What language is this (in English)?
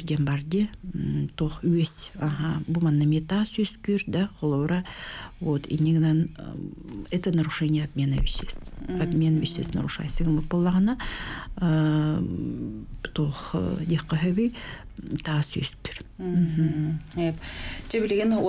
Yakut